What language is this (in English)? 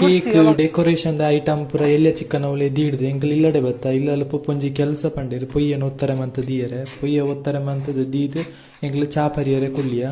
Tulu